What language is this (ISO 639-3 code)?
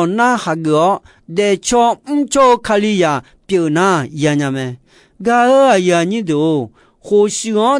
zho